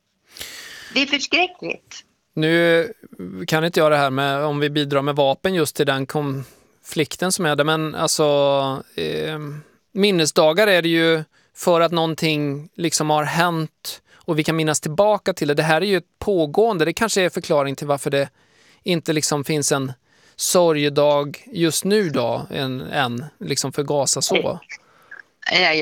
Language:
Swedish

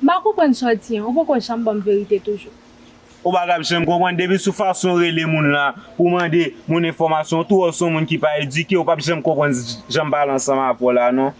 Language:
Haitian Creole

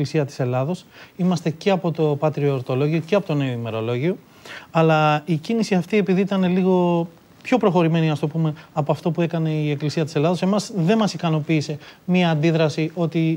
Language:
Greek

